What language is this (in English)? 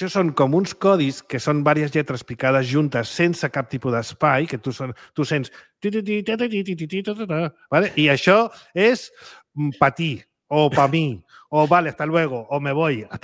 Catalan